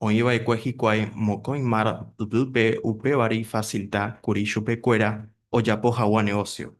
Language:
Guarani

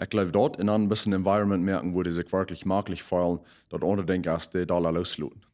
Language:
Plautdietsch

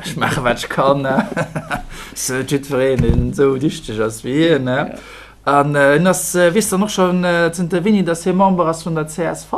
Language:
Luxembourgish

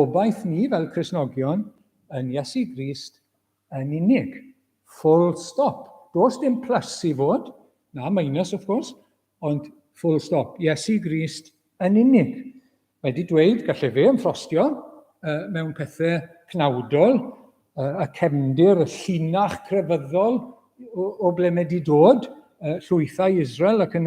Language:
Welsh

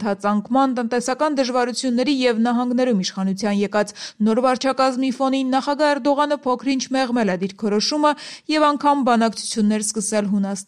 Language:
Armenian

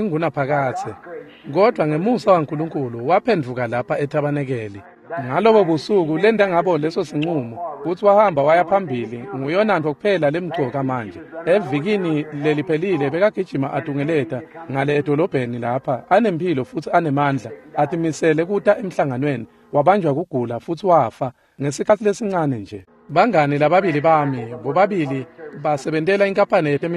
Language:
Swati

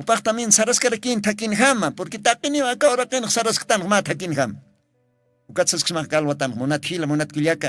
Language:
Aymara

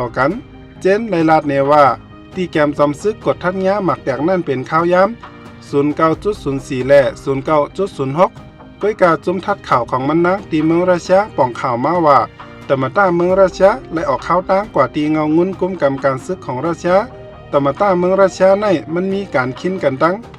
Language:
Shan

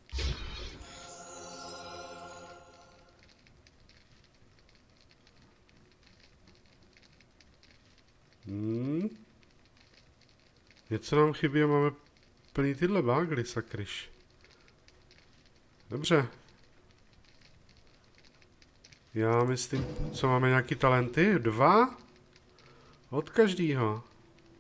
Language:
Czech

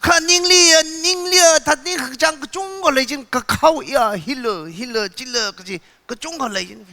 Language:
Tangkhul Naga (India)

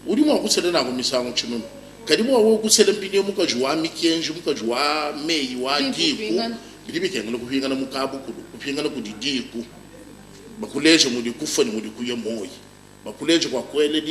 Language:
Luba-Lulua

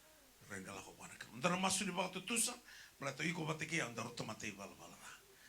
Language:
Fijian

